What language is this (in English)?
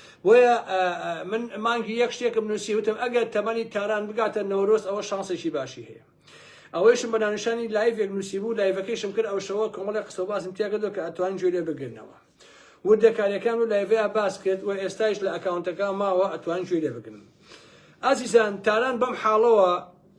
Central Kurdish